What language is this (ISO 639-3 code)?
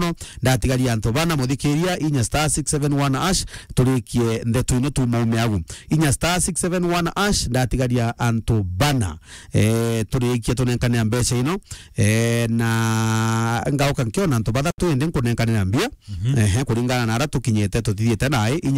mer